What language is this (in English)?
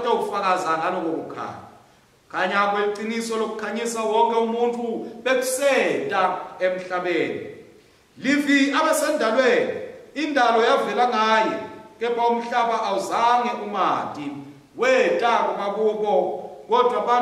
Swati